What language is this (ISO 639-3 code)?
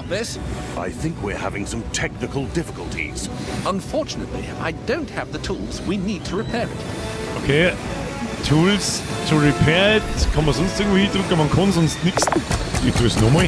bar